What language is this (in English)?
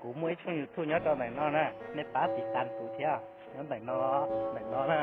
Hmong